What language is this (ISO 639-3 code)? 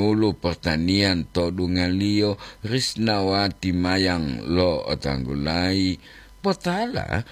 gor